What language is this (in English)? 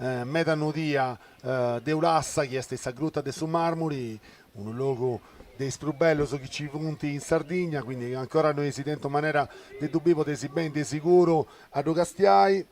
Sardinian